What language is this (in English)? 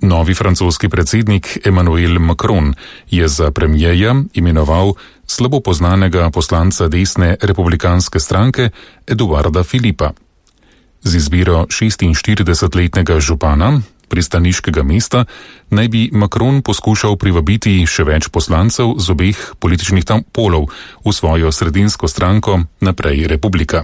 Slovenian